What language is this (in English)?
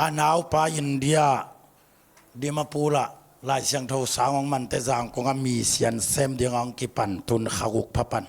Tedim Chin